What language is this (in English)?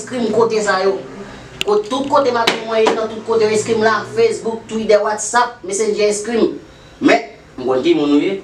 Haitian Creole